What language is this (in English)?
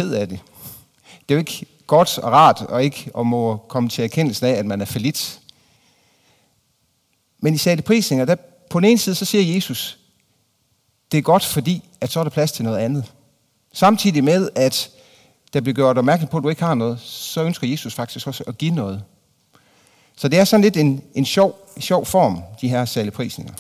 Danish